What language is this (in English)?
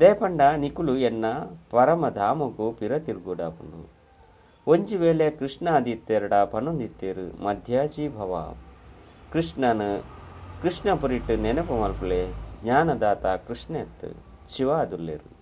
Tulu